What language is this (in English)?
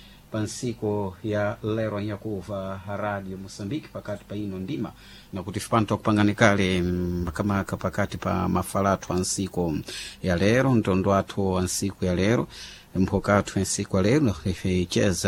Sena